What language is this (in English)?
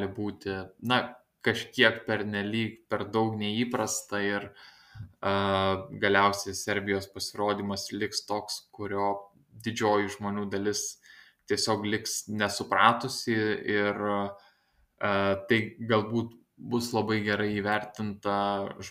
Lithuanian